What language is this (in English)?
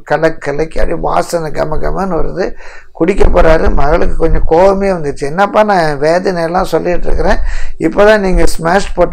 Tamil